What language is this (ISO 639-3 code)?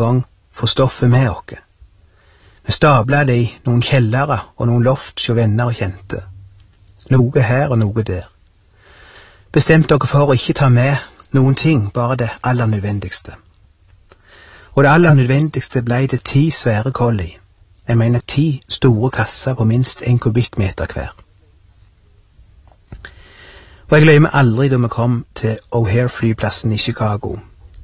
nor